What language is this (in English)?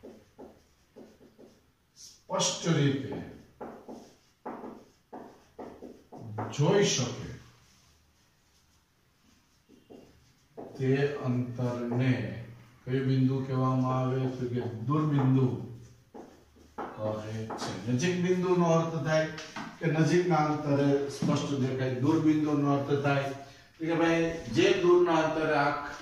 Gujarati